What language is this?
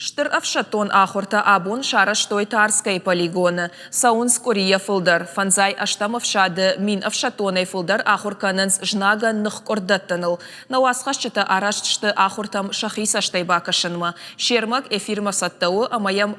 Ossetic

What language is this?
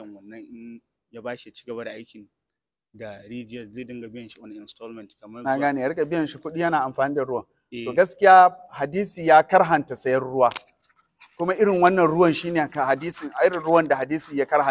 Hausa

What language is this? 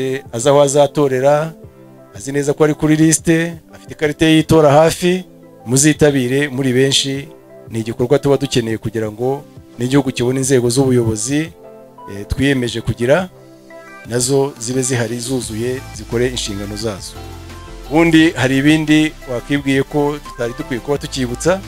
Kinyarwanda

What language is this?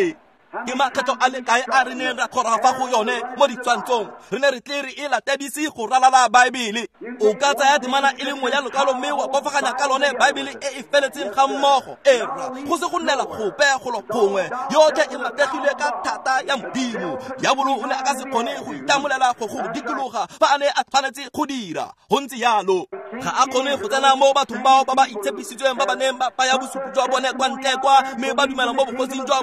Tswana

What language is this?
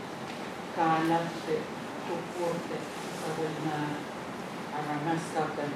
Pohnpeian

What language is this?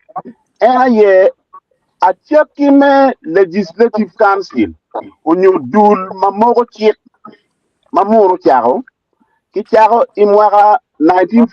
Acoli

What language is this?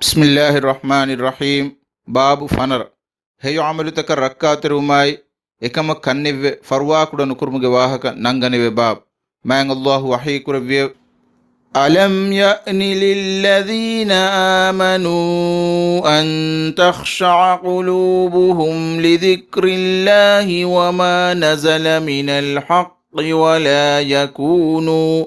Divehi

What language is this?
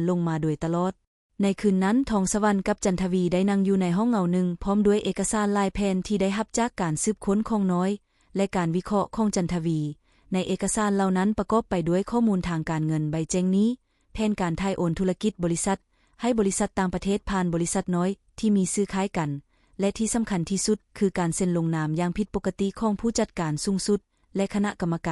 Lao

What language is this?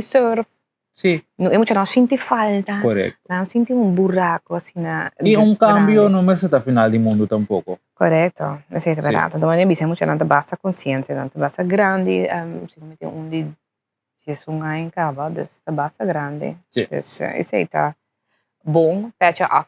Papiamento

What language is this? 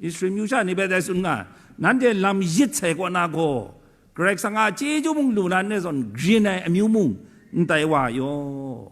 Kachin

